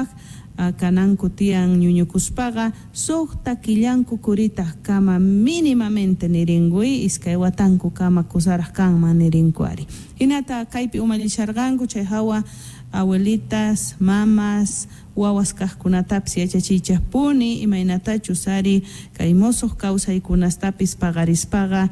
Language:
Quechua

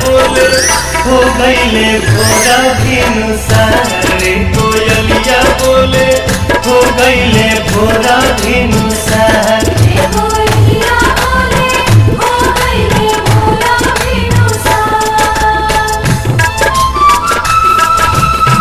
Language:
Bhojpuri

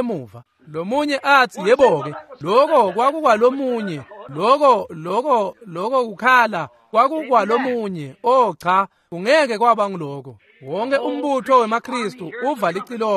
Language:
Swati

